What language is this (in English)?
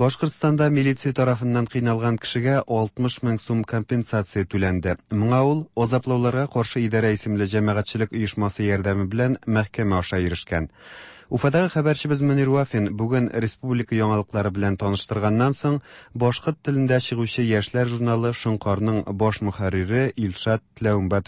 Tatar